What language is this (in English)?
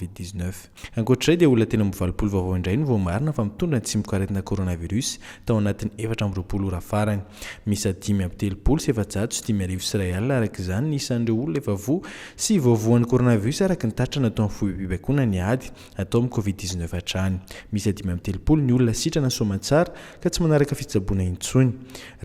Malagasy